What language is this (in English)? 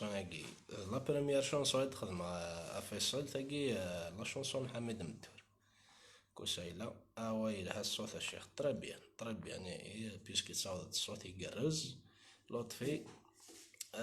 Kabyle